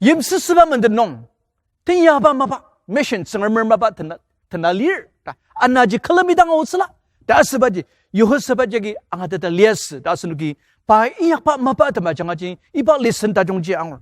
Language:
Ao Naga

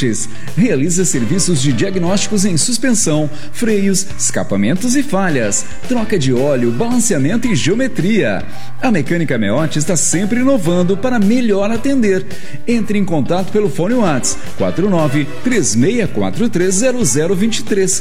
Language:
Portuguese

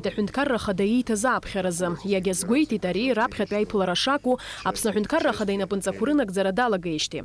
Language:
Abkhazian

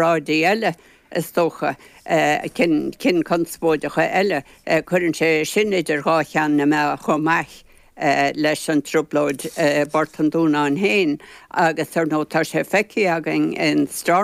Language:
Irish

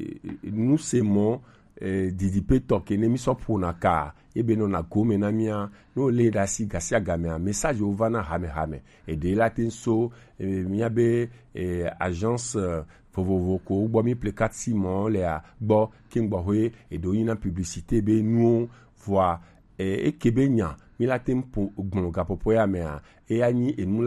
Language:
Gen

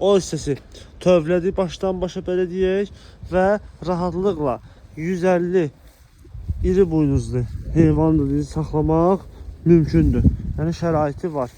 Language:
Azerbaijani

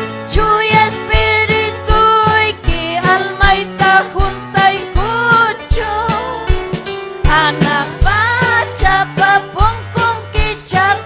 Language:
Ayacucho Quechua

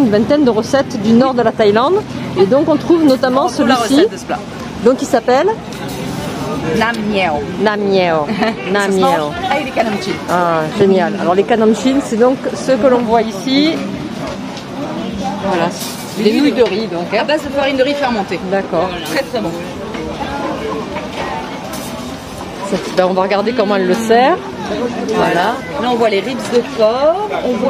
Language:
French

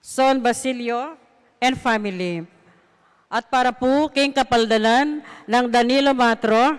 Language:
Pampanga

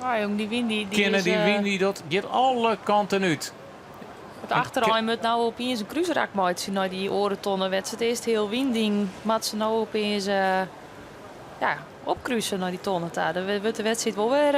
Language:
Western Frisian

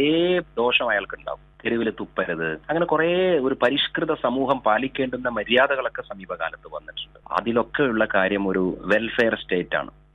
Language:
Malayalam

